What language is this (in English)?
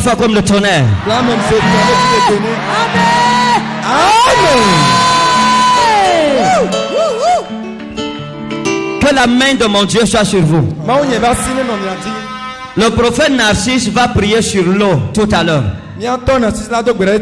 French